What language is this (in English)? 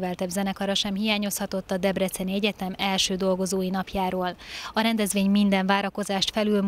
Hungarian